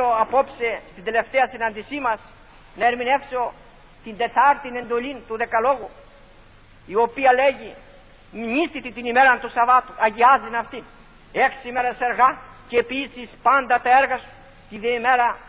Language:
Greek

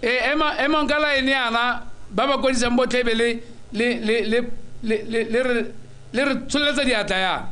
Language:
Tswana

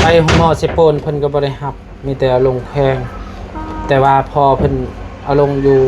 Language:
Lao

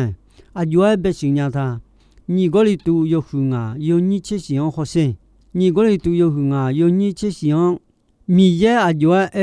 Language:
Akha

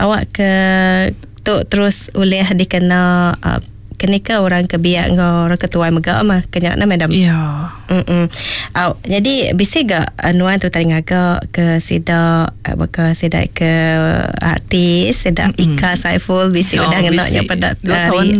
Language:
Iban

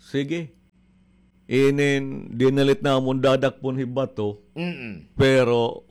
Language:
Waray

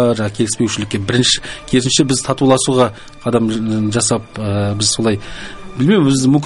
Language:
Kazakh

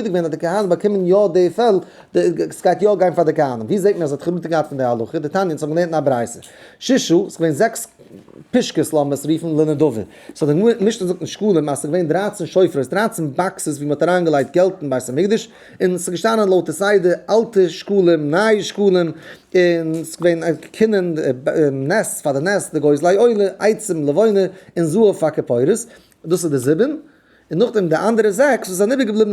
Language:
Yiddish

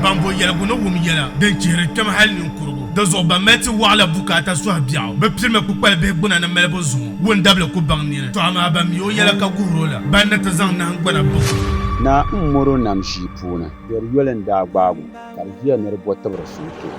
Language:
Dagbani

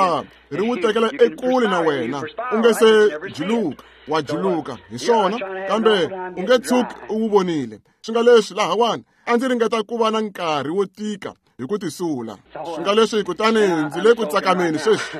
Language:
Tsonga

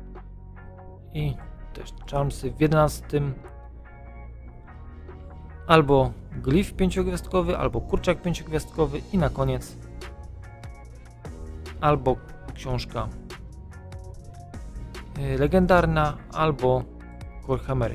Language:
Polish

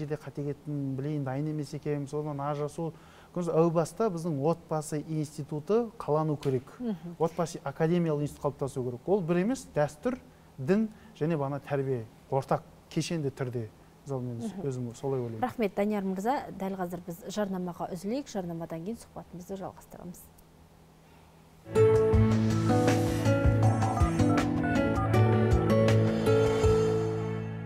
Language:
Kazakh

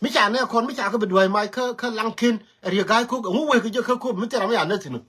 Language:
Nuer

